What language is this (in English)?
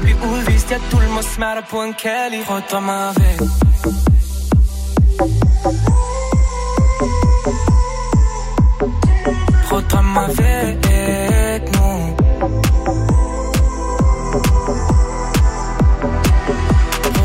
Danish